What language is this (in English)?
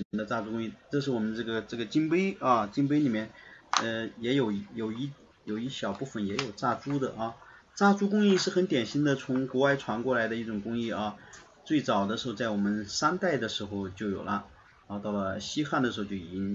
Chinese